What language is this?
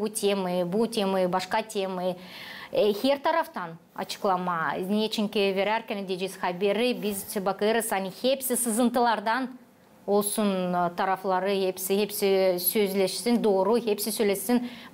Gagauz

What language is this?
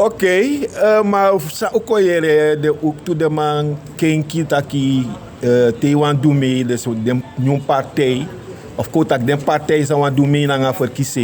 Sranan Tongo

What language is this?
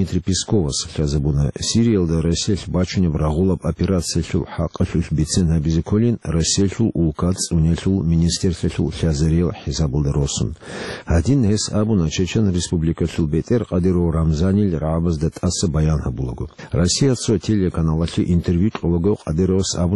Avaric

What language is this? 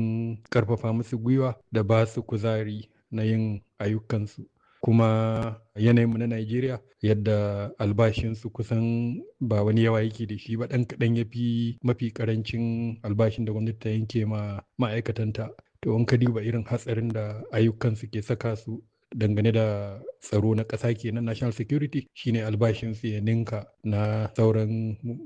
Hausa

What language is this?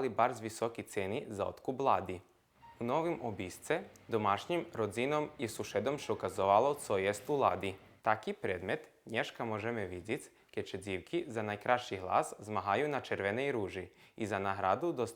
Rusyn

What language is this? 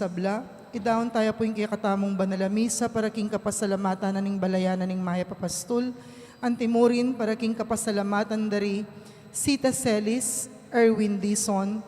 Pampanga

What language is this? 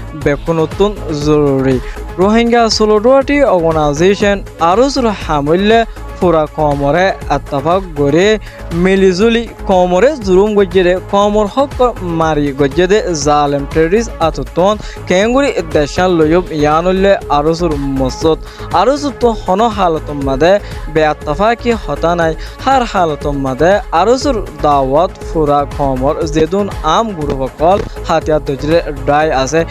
Rohingya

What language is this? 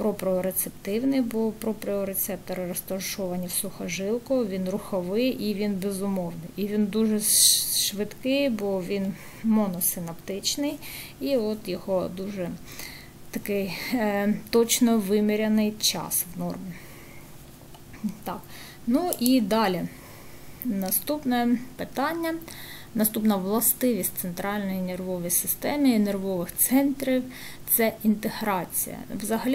Ukrainian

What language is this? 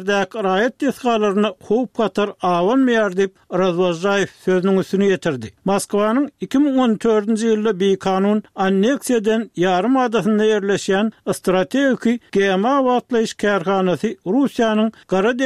Turkmen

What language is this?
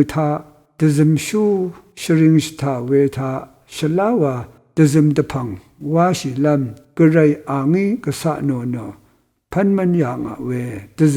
Rawang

